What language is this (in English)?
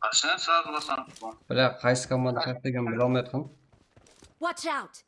Kara-Kalpak